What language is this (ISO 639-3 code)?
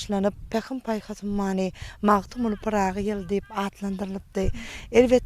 tuk